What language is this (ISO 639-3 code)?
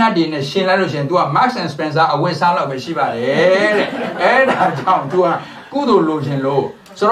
mya